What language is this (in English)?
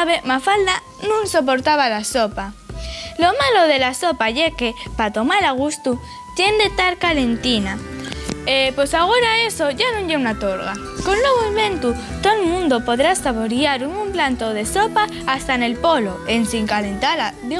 Asturian